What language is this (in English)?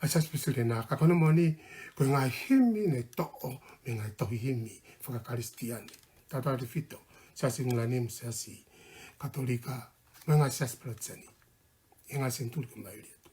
Tongan